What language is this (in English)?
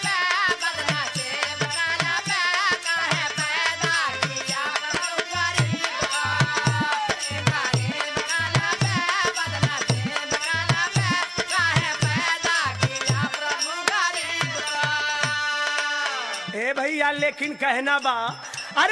Bhojpuri